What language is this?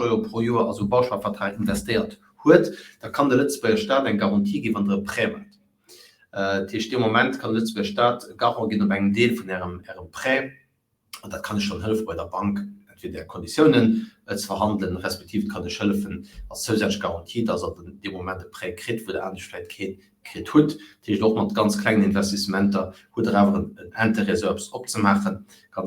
Luxembourgish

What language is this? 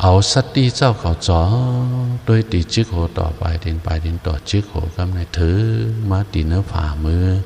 Shan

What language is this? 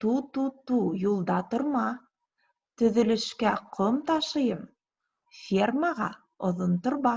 Bashkir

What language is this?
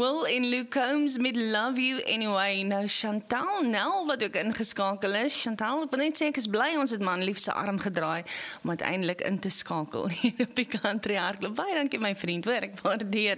Afrikaans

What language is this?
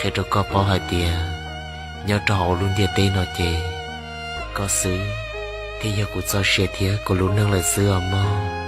Hmong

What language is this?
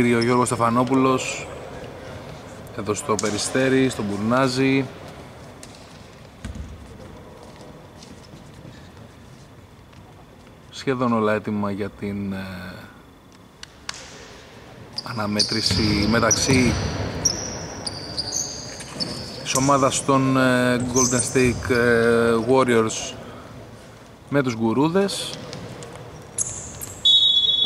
Greek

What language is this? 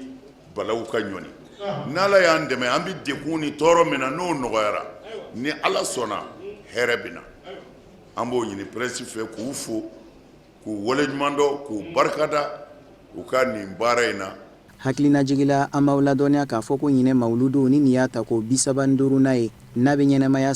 Bambara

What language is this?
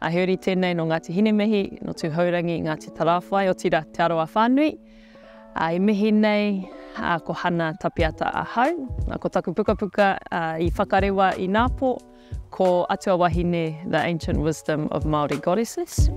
Māori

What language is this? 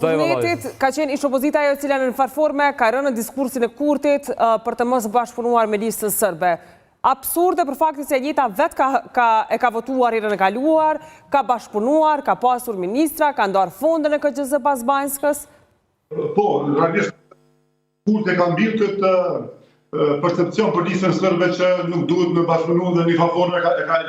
Albanian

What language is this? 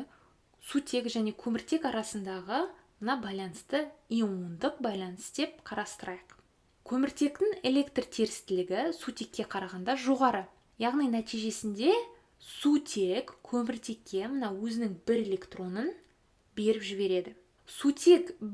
Kazakh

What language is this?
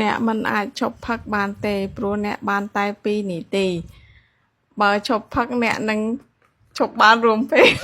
Khmer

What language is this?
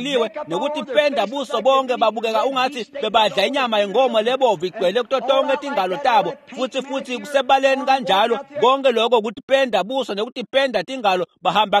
Swati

